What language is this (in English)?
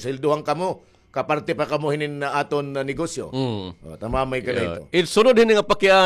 Waray